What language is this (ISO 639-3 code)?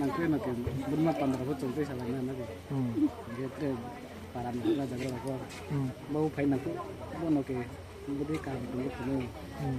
ria